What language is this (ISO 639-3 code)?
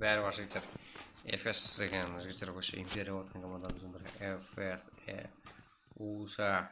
kaa